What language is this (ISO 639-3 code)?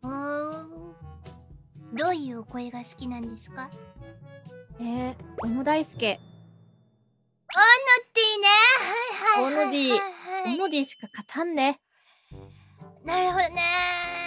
jpn